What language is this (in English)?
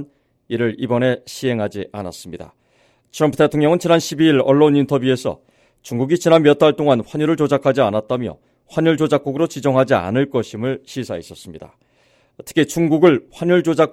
Korean